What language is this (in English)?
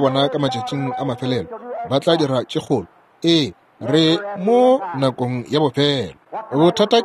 Northern Sotho